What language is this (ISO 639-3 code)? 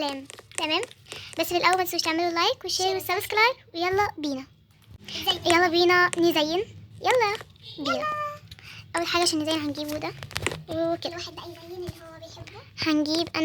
arz